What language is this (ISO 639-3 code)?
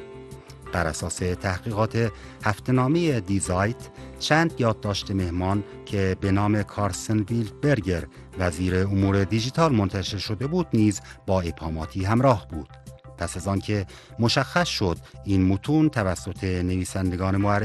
fas